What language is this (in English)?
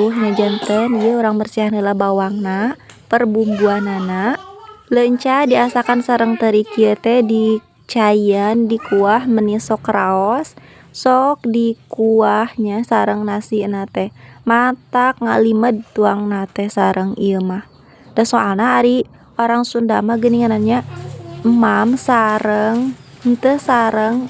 Sundanese